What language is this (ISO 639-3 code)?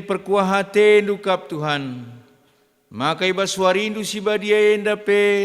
btx